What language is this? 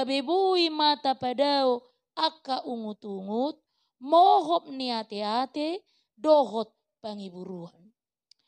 Batak Toba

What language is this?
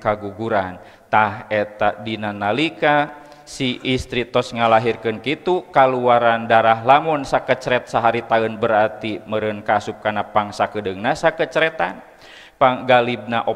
Sundanese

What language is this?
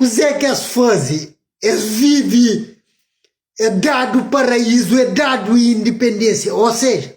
Kabuverdianu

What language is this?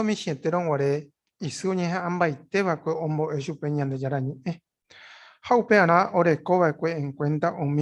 Guarani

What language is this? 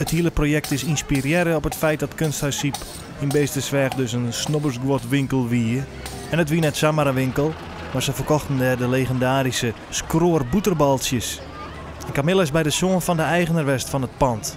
Western Frisian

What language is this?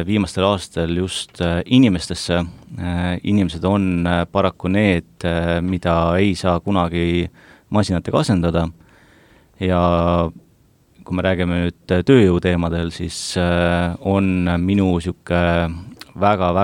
Estonian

